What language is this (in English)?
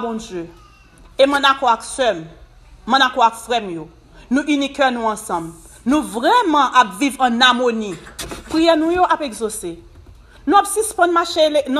Haitian Creole